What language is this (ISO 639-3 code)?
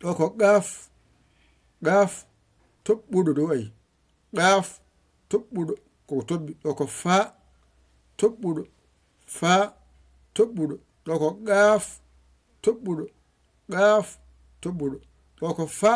ful